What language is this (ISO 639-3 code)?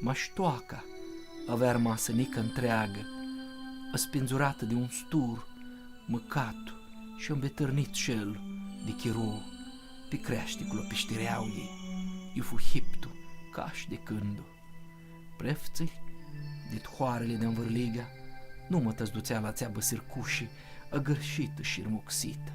rup